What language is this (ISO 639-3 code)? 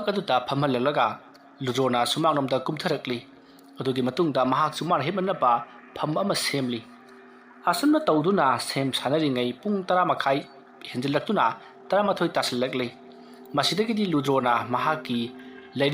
mni